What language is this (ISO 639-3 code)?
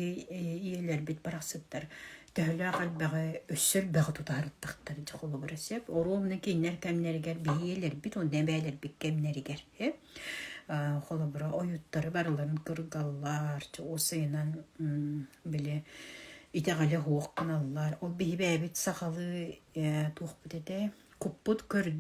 sah